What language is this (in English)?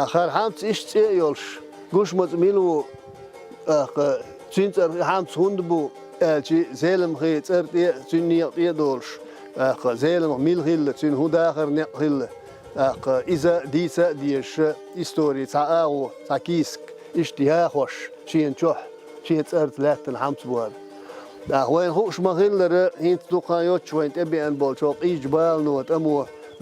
Chechen